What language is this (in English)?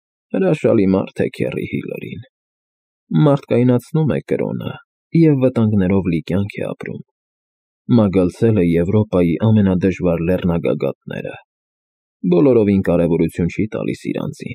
Armenian